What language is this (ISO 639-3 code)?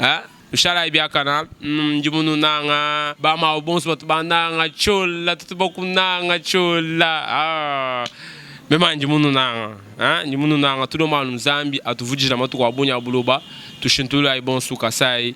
lua